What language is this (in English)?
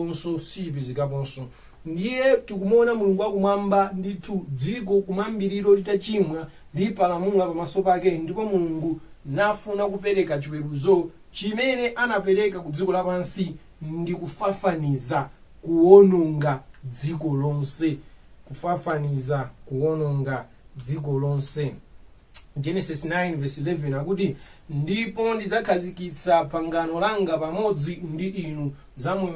Nyanja